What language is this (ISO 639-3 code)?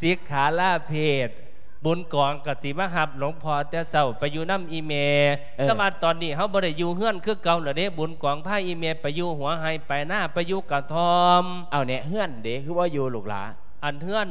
lao